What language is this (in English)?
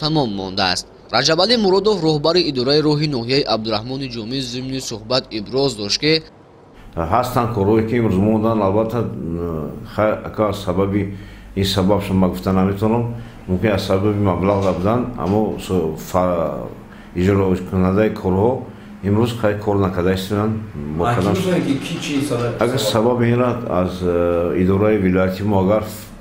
Tajik